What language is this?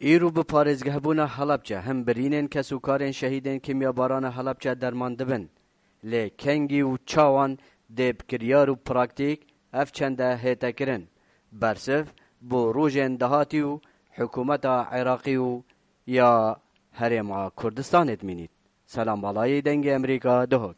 Kurdish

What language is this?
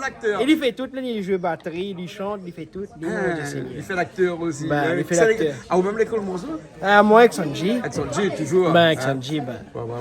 Réunion Creole French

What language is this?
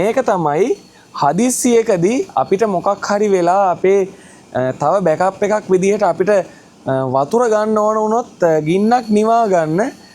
Sinhala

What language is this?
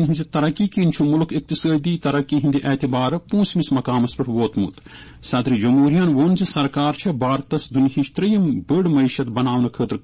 Kashmiri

